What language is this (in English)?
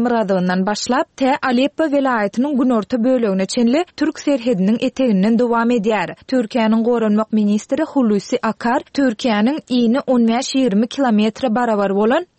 Turkmen